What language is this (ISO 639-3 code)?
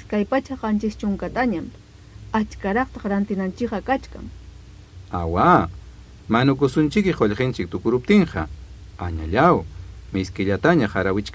quy